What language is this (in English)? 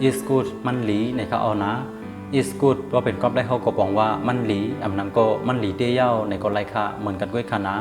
Shan